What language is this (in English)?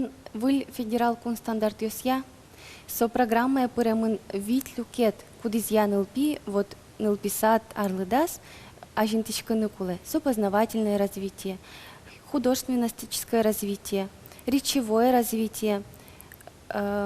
Udmurt